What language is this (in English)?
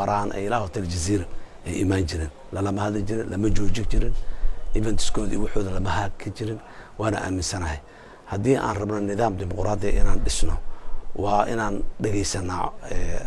Somali